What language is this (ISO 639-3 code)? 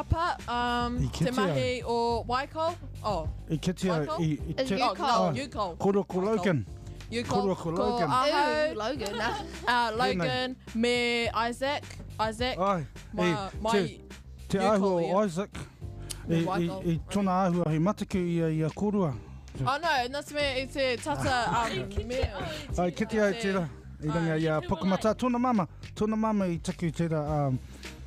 mri